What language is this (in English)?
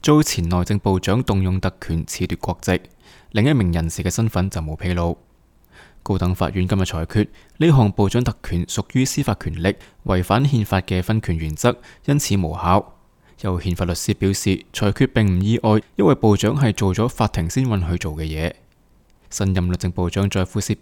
Cantonese